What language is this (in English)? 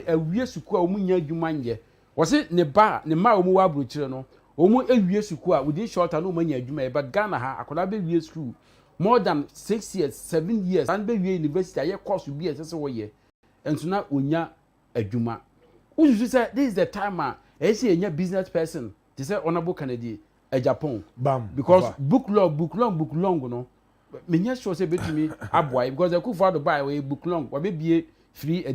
Akan